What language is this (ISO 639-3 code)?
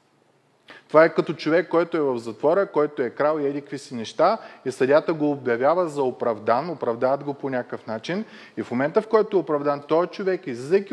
bul